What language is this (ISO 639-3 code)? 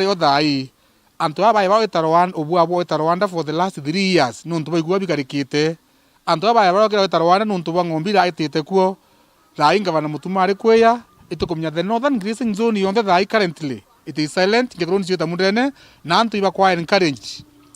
mer